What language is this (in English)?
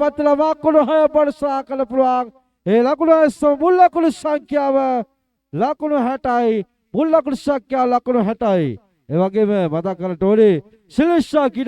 Sinhala